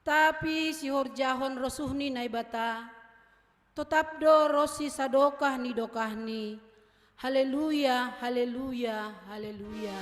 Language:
Batak Simalungun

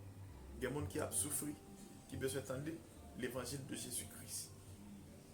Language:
Haitian Creole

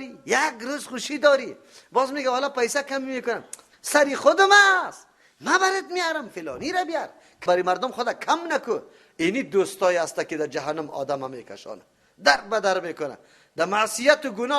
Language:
Persian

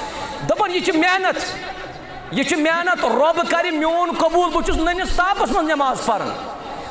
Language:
Kashmiri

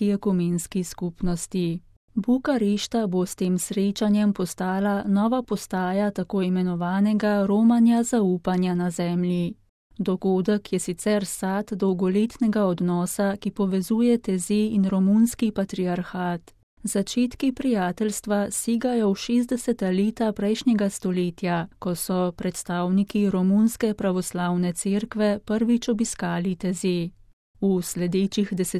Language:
Slovenian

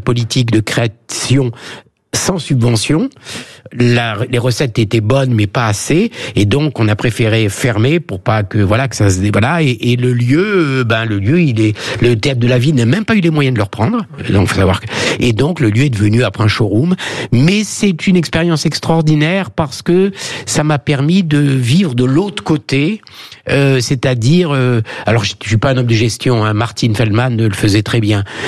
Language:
French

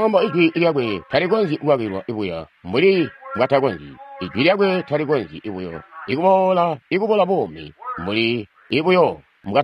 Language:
Tonga (Zambia)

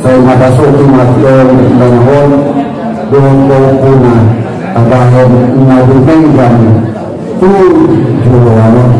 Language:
Batak Angkola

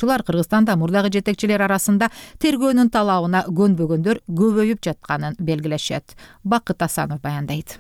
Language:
Kyrgyz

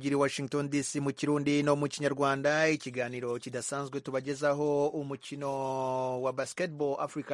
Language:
Kinyarwanda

